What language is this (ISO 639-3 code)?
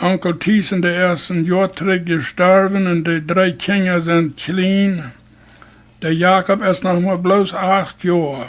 pdt